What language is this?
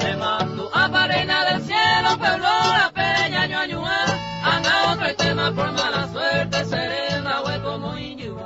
Guarani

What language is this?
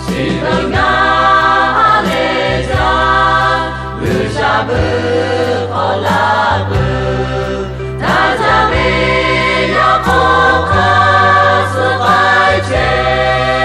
Lahu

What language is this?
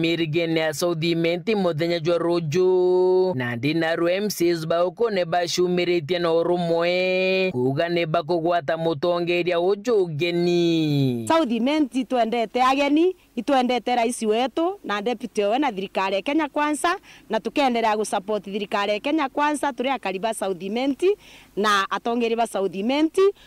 Meru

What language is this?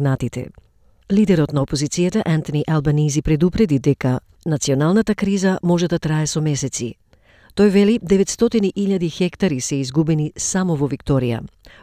Macedonian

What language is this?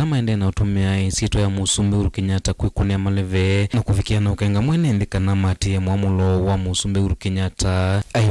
Kamba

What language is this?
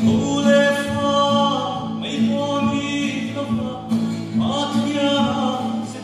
Hmar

